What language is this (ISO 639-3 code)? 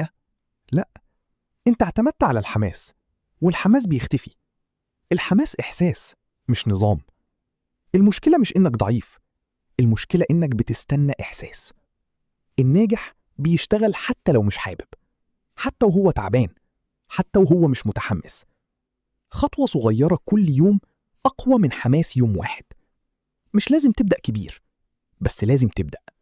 arz